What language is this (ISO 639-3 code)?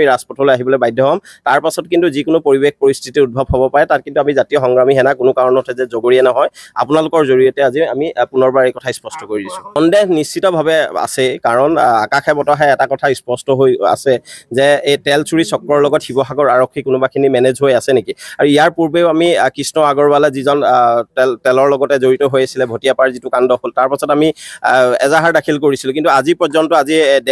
asm